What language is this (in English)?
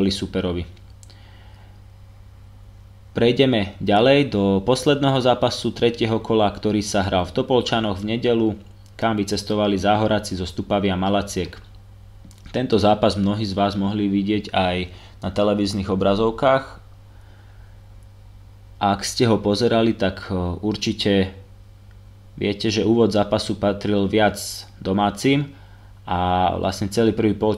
Slovak